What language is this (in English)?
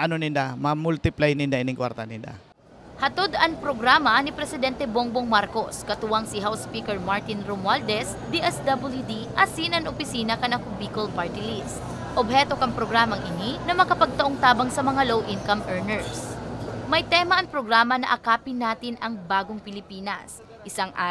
Bikol